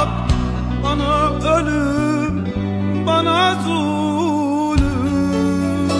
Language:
Turkish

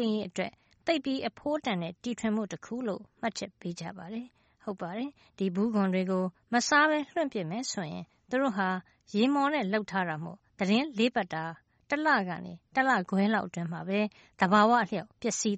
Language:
Burmese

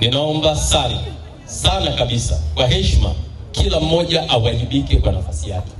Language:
Swahili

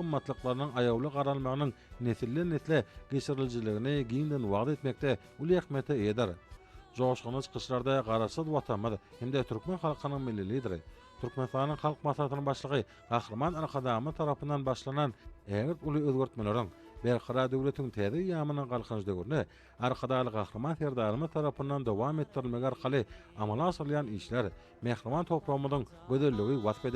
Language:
Turkmen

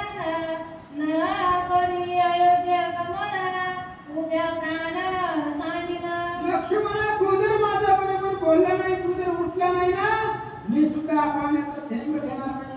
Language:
Marathi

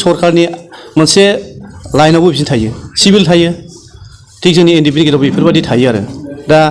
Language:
Bodo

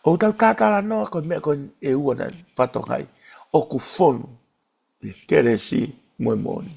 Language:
Tongan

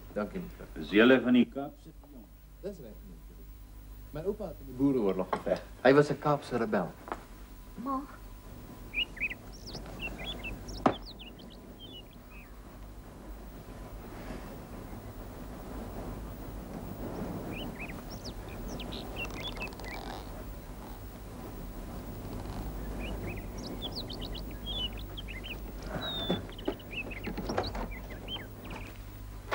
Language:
Afrikaans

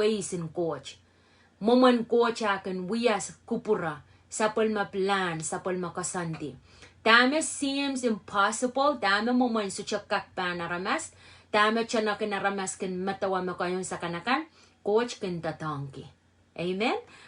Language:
Pohnpeian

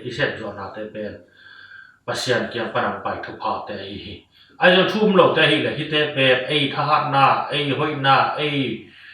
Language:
Tedim Chin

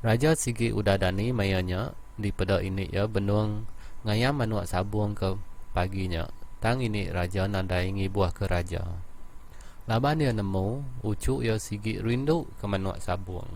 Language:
Iban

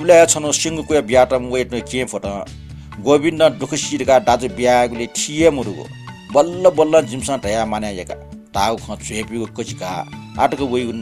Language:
Newari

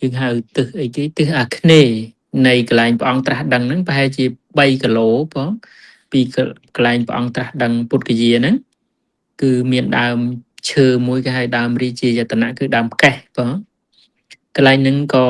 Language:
Khmer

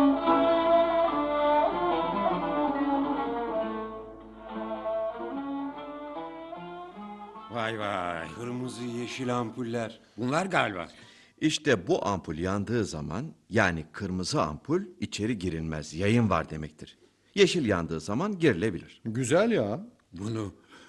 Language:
Turkish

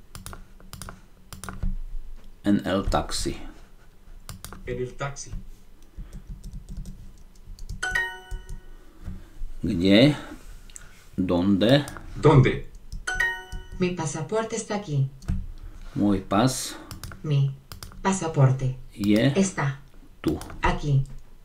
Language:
Slovak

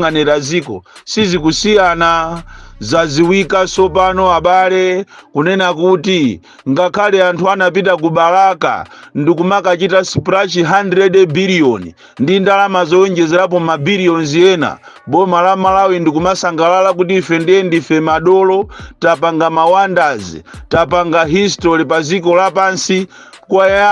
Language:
Nyanja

